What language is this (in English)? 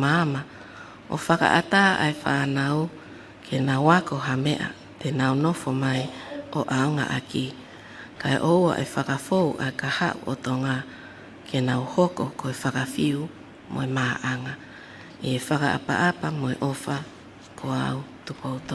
Tongan